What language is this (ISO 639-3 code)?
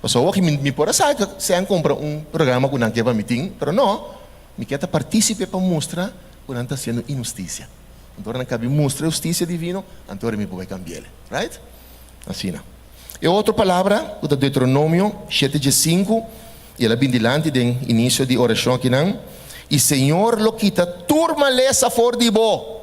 pap